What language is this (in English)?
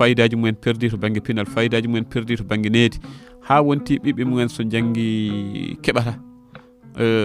Fula